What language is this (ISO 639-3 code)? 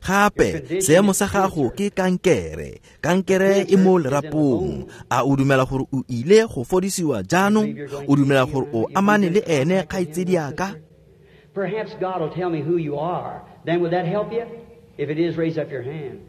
tsn